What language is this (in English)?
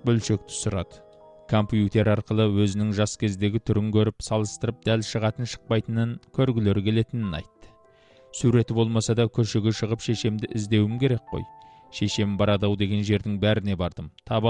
Kazakh